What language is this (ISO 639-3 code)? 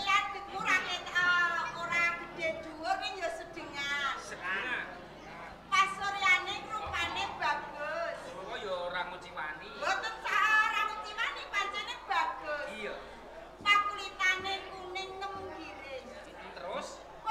jav